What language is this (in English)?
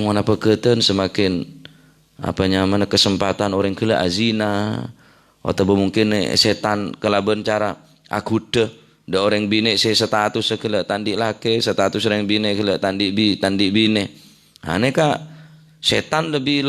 Madurese